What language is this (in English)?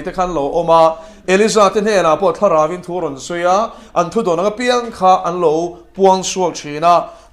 Mizo